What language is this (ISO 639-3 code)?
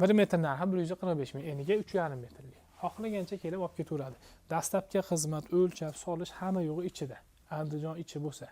uzb